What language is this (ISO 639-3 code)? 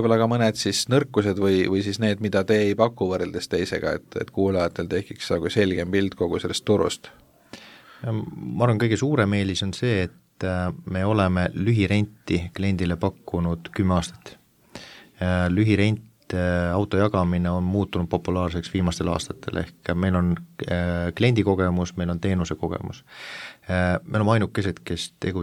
est